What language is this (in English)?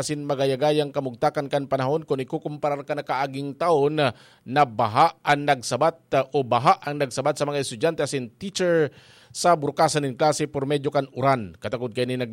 Bikol